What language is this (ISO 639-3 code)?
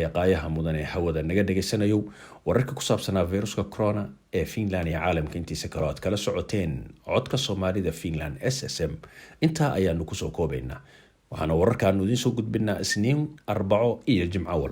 som